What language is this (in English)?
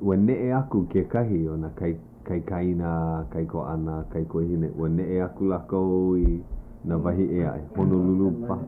Hawaiian